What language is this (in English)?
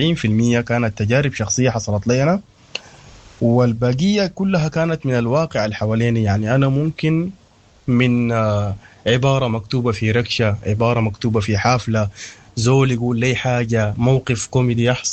Sudanese Arabic